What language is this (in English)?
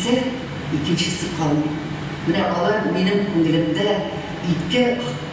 Tatar